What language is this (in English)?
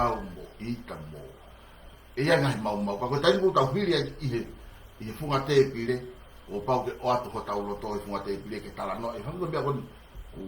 Tongan